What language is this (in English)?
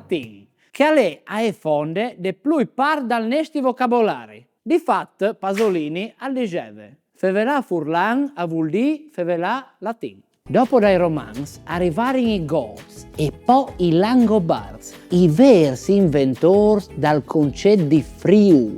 Friulian